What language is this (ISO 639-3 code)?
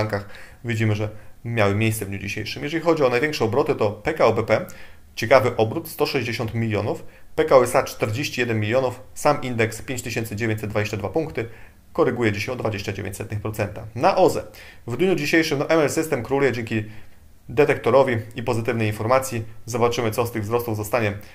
pol